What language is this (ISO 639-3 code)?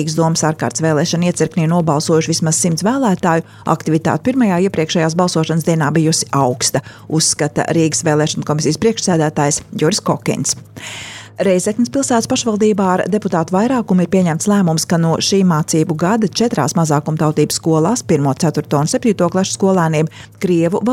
lav